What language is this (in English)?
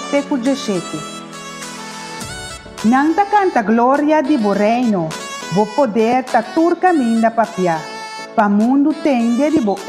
Papiamento